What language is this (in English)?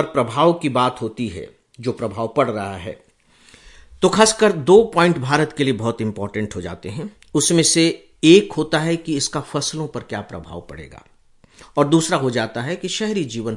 Hindi